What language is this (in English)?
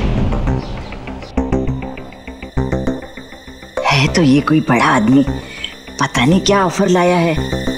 Hindi